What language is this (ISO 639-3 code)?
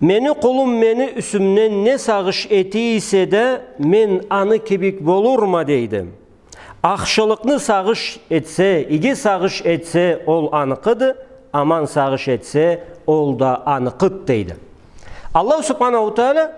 krc